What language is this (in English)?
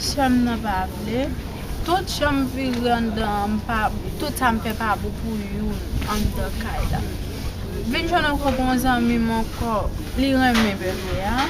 Haitian Creole